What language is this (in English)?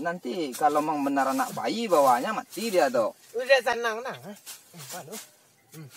Minangkabau